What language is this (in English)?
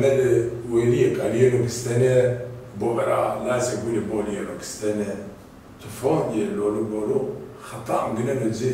Zaza